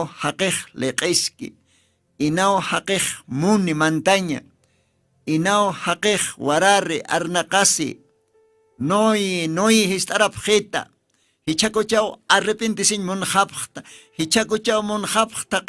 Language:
Aymara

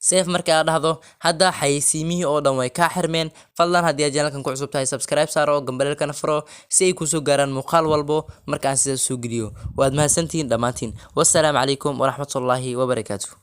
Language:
Somali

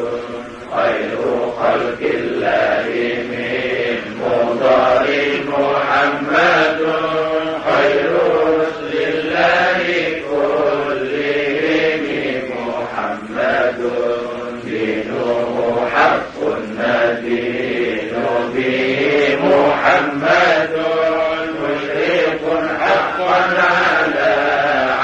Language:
Arabic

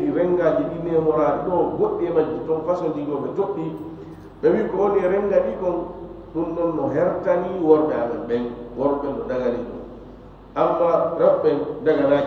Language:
Fula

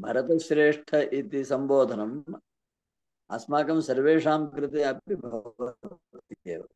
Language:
Sanskrit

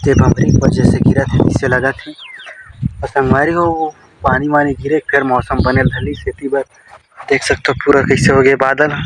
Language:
Chhattisgarhi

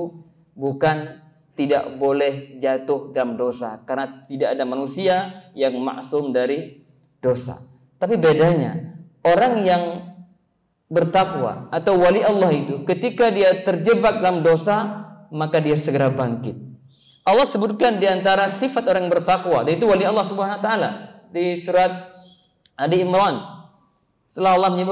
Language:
Indonesian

